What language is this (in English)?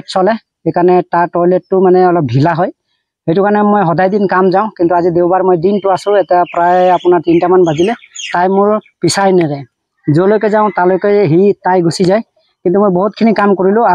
Assamese